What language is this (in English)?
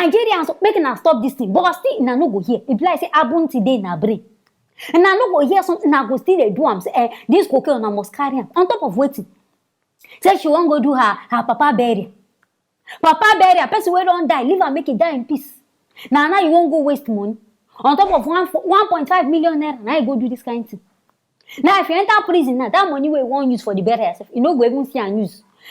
Nigerian Pidgin